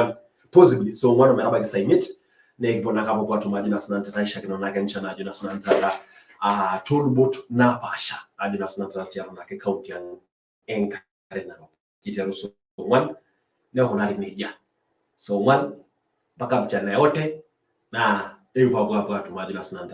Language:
Masai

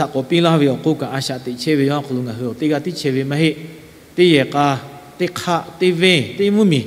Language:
Lahu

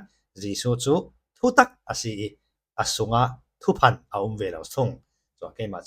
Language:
Falam Chin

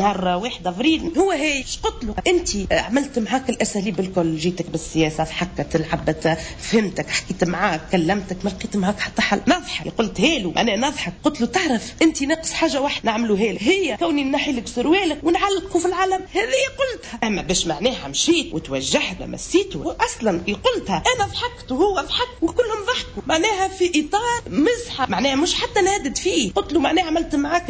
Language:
Tunisian Arabic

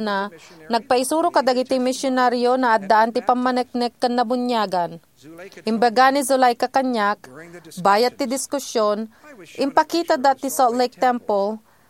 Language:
Iloko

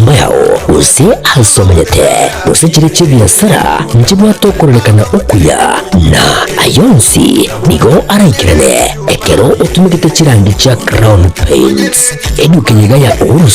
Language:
Gusii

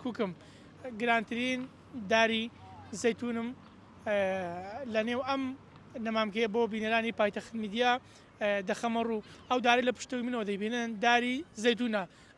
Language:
Central Kurdish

